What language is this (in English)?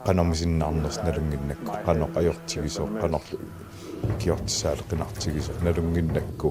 Kalaallisut